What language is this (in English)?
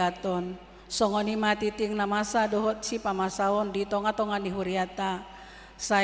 Batak Toba